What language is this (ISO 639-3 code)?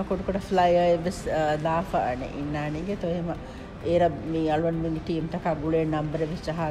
div